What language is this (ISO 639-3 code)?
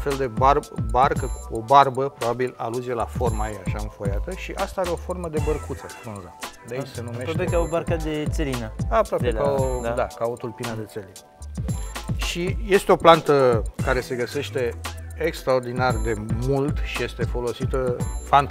ron